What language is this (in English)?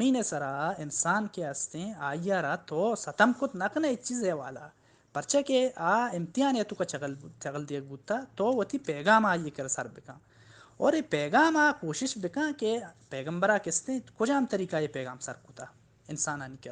Baluchi